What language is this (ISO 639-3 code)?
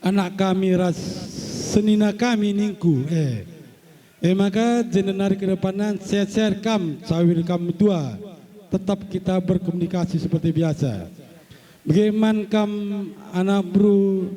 btx